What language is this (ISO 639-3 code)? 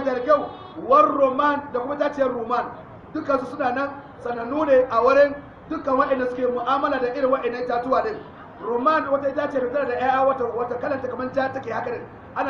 hau